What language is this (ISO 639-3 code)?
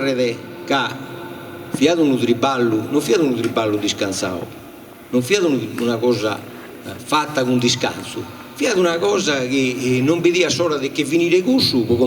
srd